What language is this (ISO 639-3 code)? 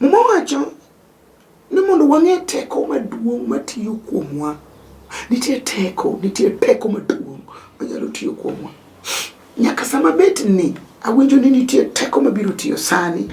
luo